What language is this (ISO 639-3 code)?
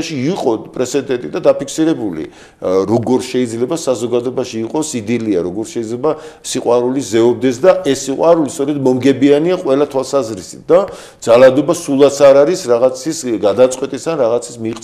kat